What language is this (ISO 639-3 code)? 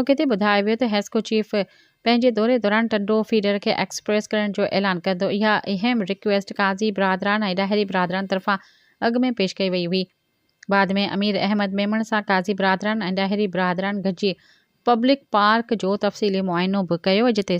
snd